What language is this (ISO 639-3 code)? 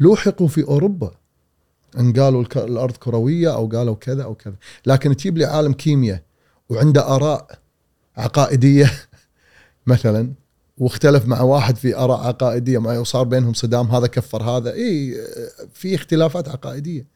afb